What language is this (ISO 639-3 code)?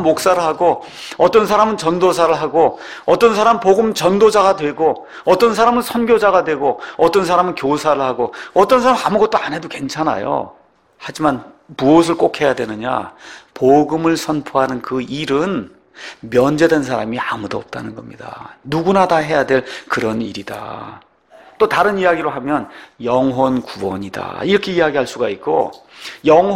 kor